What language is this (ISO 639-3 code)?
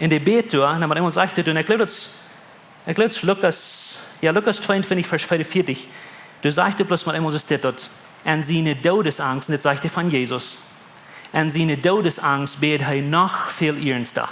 pdt